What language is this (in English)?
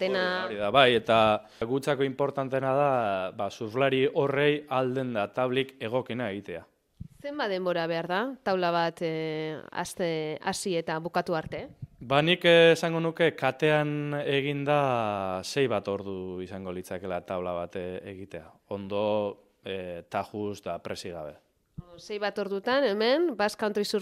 Basque